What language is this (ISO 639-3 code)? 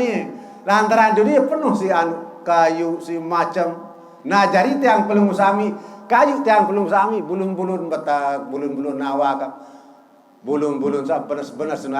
sas